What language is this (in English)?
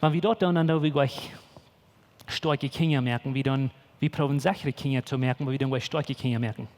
Plautdietsch